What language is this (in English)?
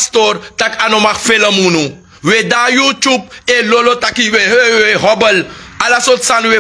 Sranan Tongo